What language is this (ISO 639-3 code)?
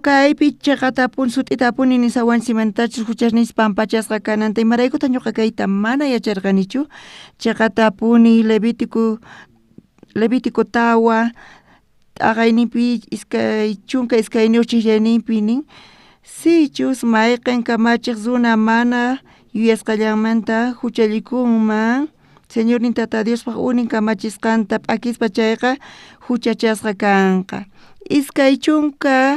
quh